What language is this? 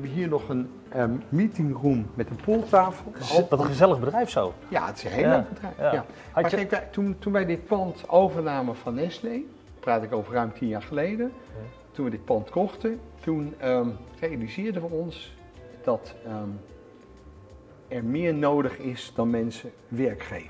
Dutch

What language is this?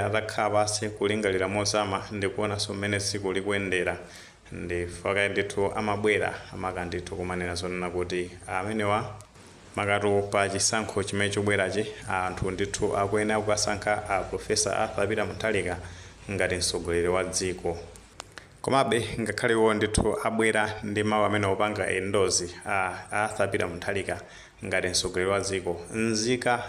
Nyanja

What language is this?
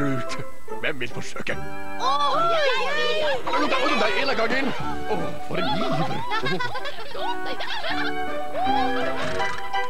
Norwegian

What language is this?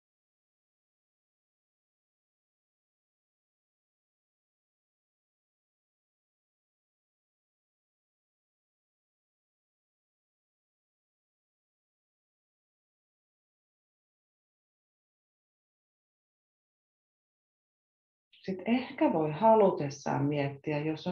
Finnish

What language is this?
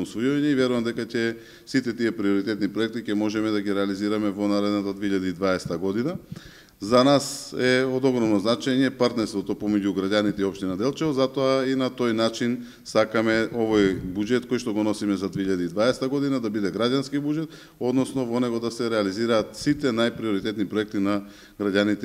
Macedonian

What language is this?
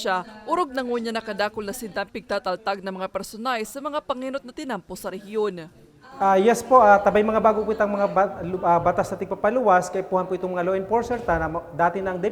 Bikol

